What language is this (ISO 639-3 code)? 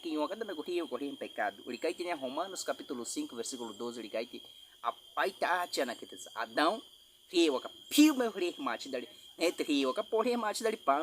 bwi